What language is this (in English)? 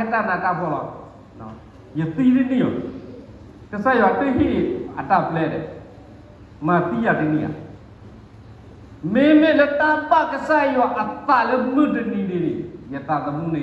S'gaw Karen